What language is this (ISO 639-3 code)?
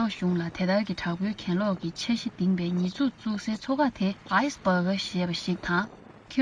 bod